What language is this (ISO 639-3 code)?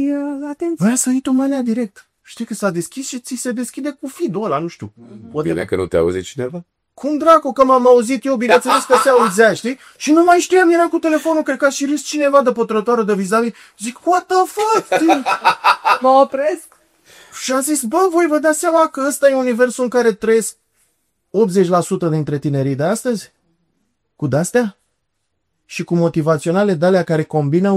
ron